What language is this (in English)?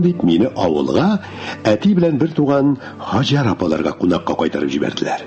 Tatar